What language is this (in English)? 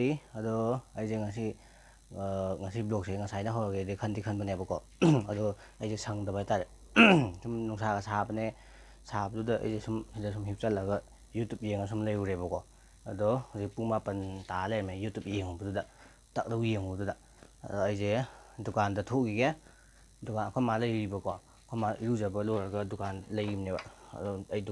Manipuri